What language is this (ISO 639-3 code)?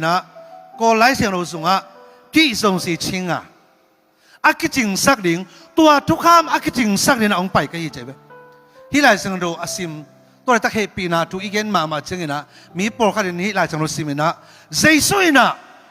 ctd